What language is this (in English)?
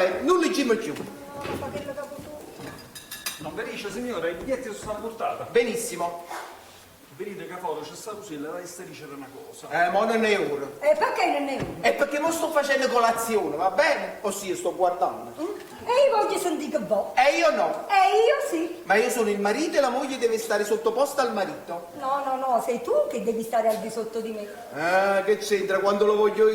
Neapolitan